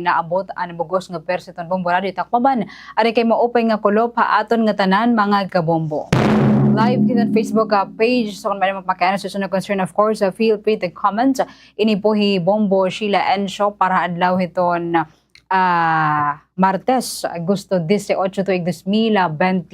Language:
Waray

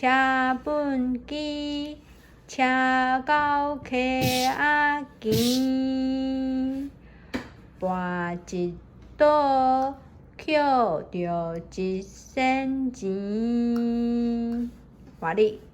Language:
Min Nan Chinese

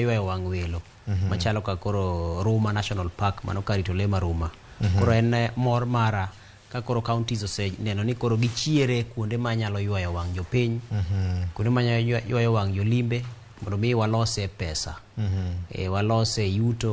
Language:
Luo (Kenya and Tanzania)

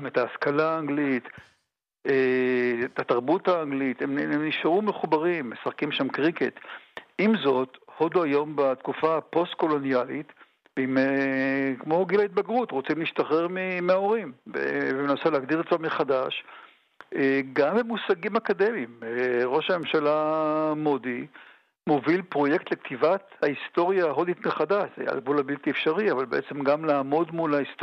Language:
Hebrew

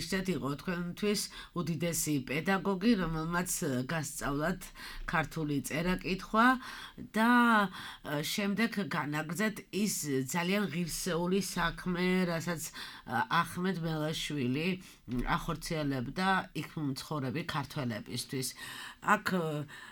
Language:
Georgian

